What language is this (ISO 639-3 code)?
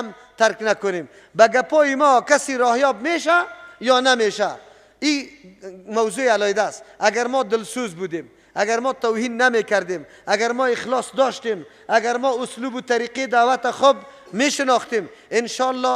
fas